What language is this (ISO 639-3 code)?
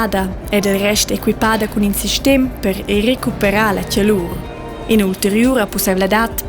roh